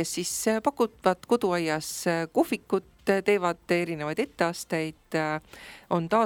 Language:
Estonian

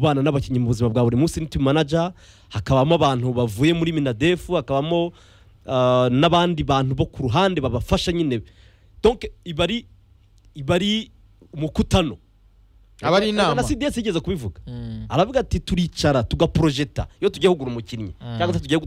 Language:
Kinyarwanda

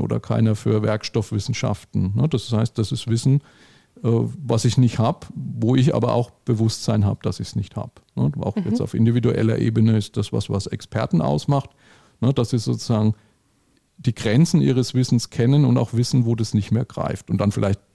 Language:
German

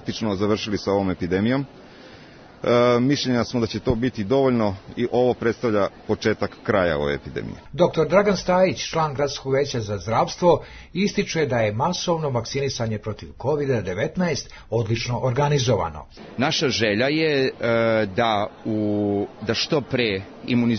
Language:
Serbian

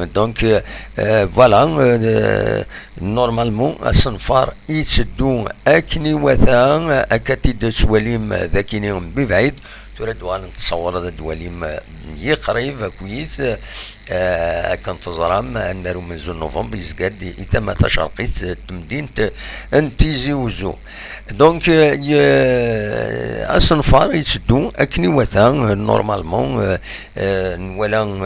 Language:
Kabyle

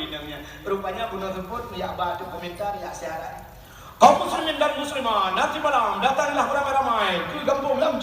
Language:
Achinese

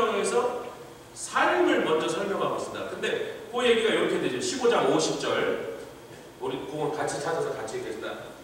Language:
Korean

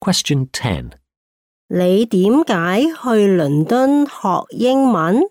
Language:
Cantonese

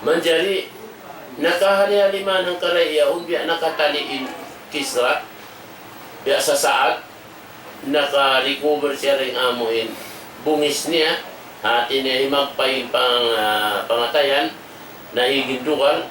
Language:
Tausug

